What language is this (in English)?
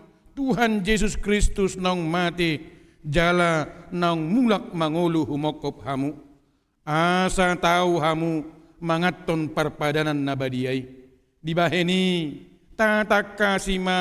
Batak Toba